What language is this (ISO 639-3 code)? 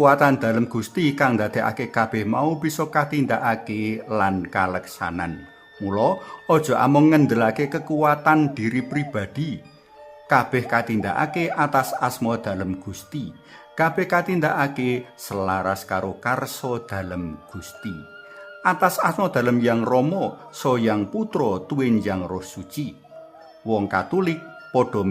jav